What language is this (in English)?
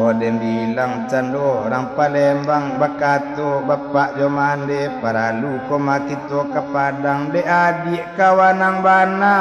Minangkabau